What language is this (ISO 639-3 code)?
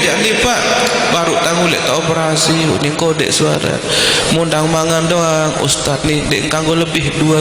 sas